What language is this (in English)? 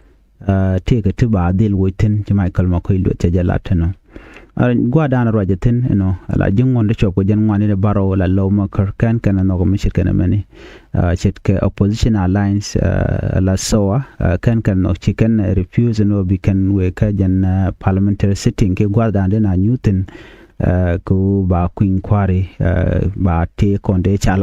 Nuer